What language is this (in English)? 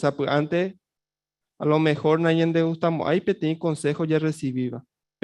Guarani